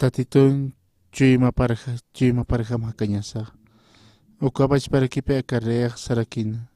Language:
Aymara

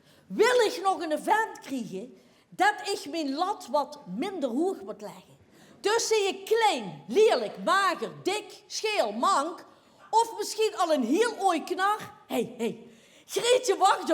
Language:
Limburgish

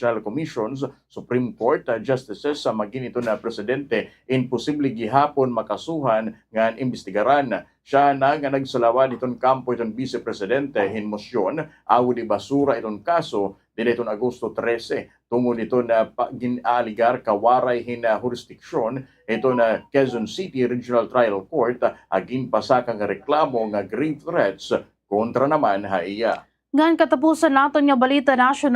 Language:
Waray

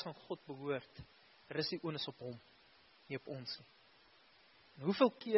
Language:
Afrikaans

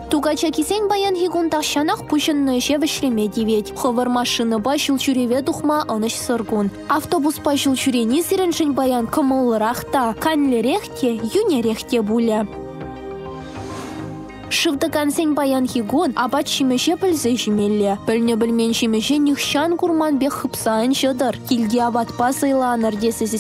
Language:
Chuvash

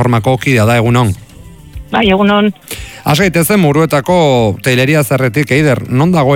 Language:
Basque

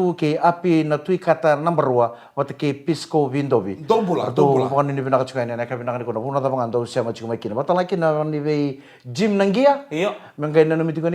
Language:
Fijian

